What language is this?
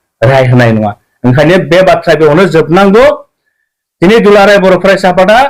Bodo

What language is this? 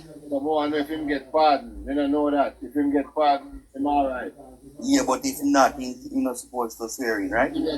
Jamaican Creole English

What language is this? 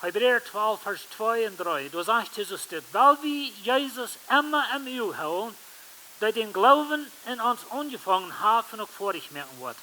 Plautdietsch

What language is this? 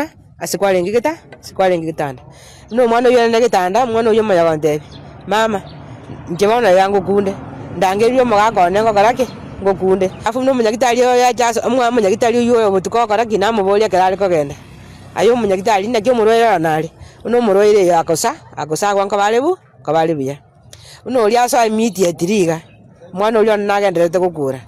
Gusii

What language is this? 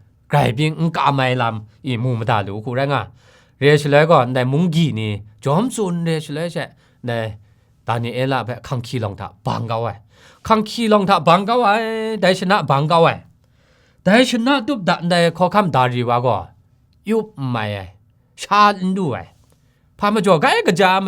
Kachin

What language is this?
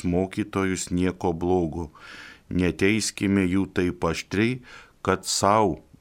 Lithuanian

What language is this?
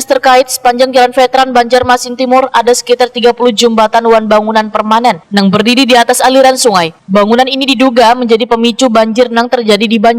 Banjar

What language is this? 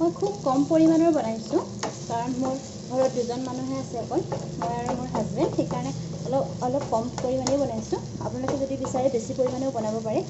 Assamese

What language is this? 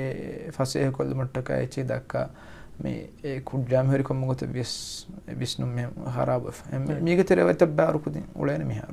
Divehi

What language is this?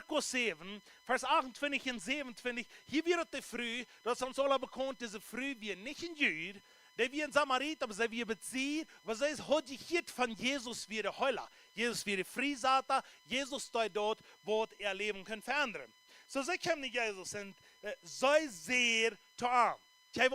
Plautdietsch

